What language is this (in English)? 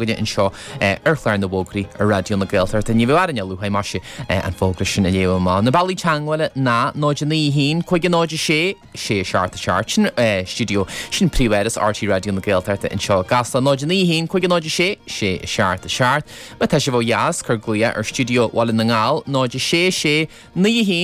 Irish